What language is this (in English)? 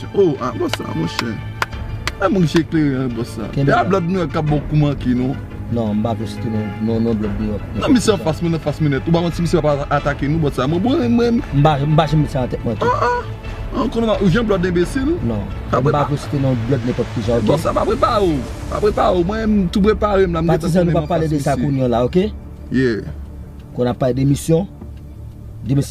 Haitian Creole